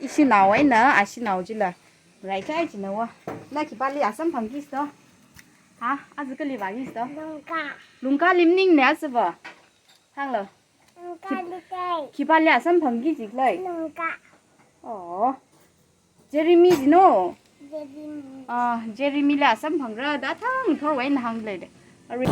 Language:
Tangkhul Naga (India)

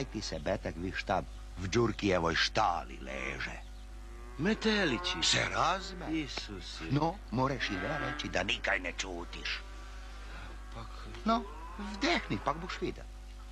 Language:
Croatian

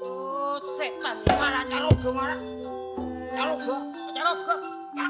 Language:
Madurese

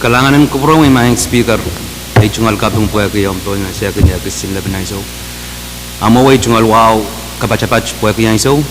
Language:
Pohnpeian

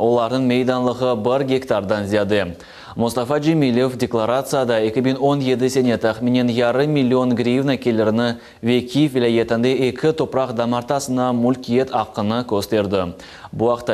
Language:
Crimean Tatar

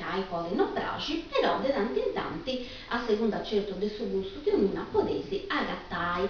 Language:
Sardinian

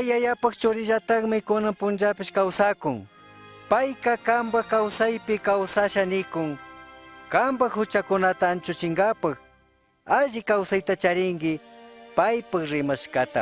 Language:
Chimborazo Highland Quichua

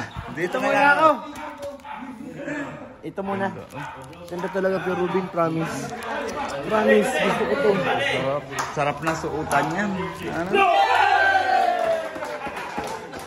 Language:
Filipino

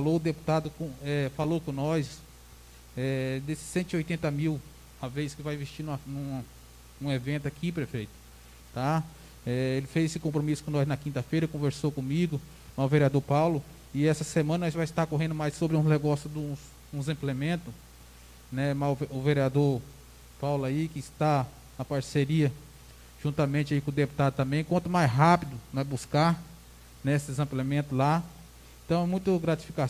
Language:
Portuguese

